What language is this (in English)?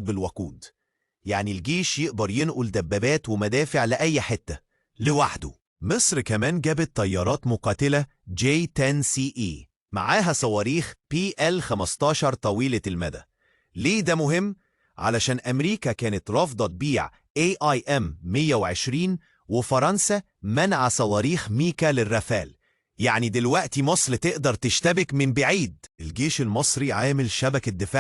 Egyptian Arabic